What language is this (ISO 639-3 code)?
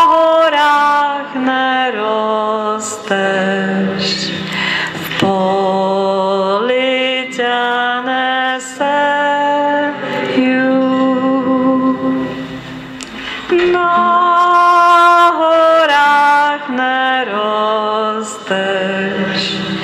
ces